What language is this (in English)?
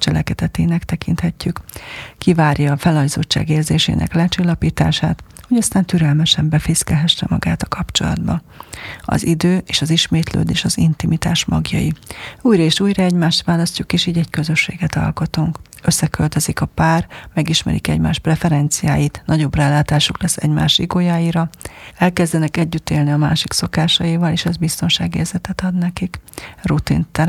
Hungarian